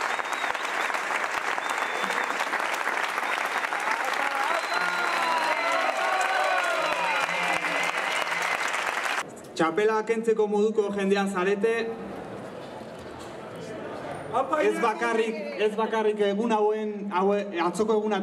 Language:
Basque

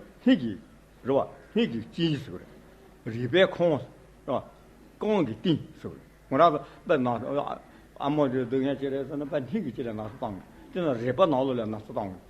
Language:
Tibetan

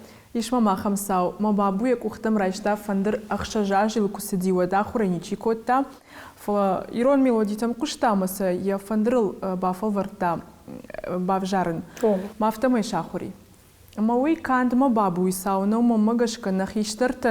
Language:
Ossetic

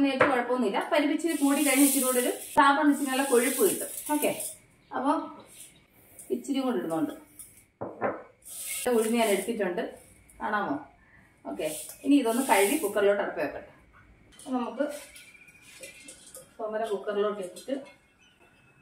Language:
Malayalam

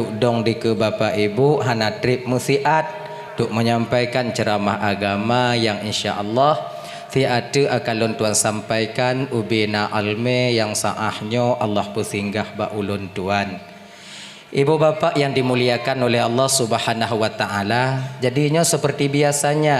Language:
Achinese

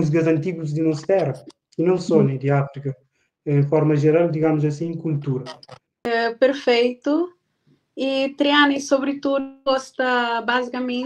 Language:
Kabuverdianu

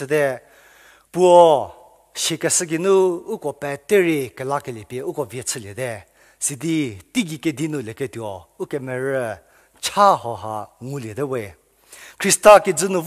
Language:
Angami Naga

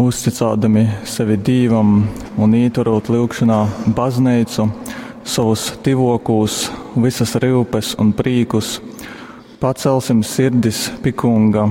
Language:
Latgalian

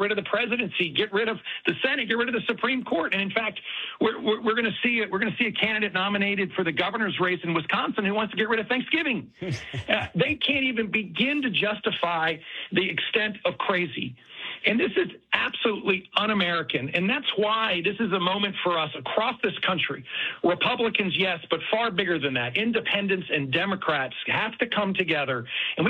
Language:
English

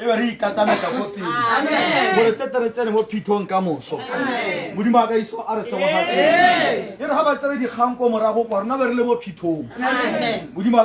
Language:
Tswana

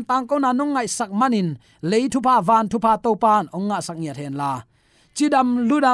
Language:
Tedim Chin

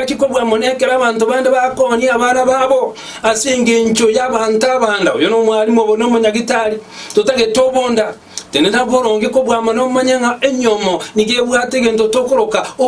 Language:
Gusii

